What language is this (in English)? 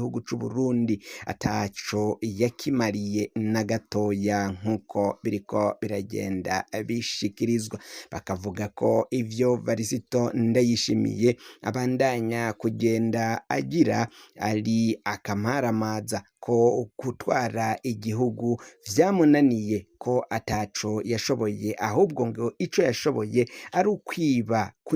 Rundi